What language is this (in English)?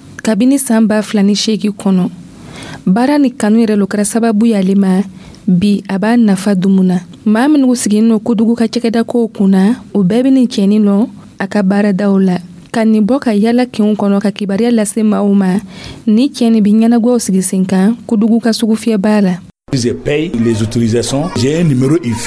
Dyula